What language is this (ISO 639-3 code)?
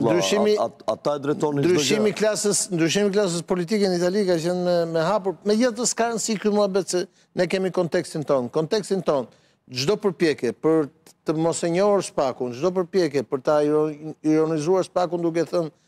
sqi